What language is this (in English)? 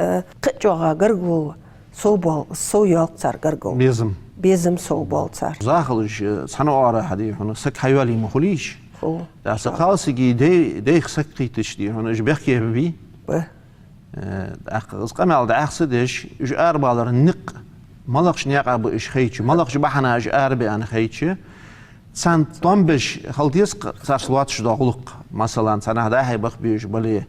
Ingush